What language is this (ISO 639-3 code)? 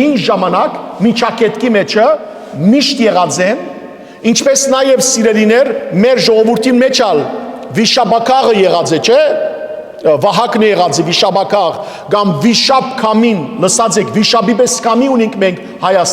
hyw